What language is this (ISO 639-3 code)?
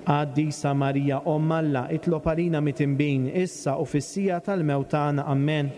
mlt